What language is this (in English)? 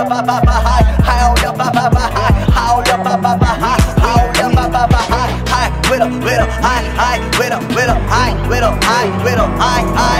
Korean